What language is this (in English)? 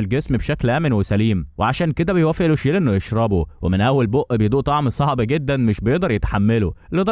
Egyptian Arabic